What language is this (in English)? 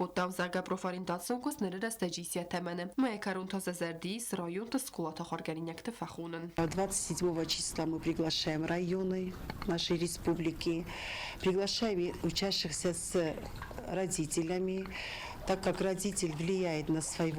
Ossetic